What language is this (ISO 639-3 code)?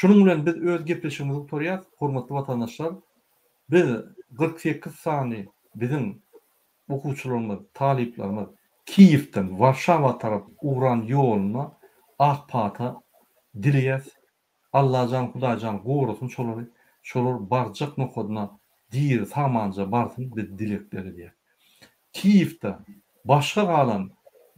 tuk